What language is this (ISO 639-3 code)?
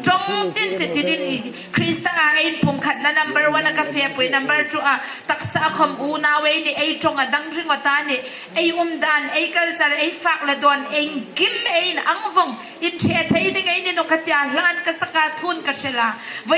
hmr